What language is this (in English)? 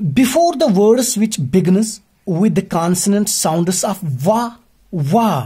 Kashmiri